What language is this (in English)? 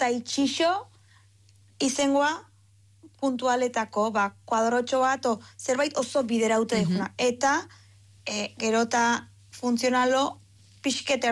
Basque